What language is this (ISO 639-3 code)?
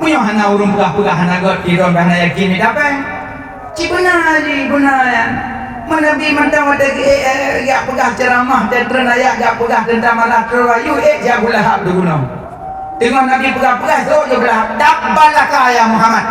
ace